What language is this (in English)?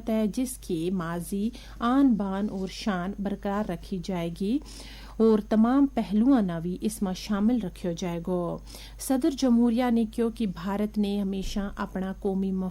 Gujari